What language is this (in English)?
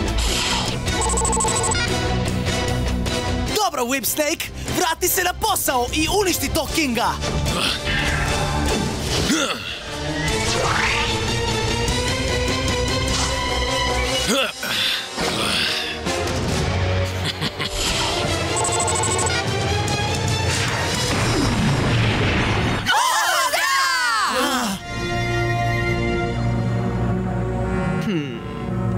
Croatian